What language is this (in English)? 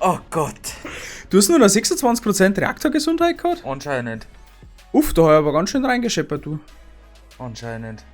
Bavarian